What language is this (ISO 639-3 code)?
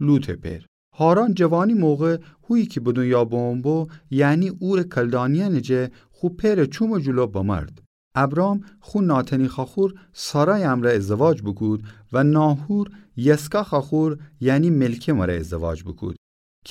glk